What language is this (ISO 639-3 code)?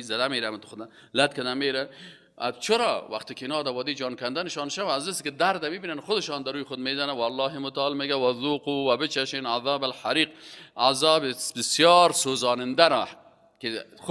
fas